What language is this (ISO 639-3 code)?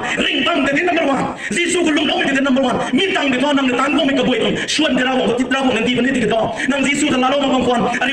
nbu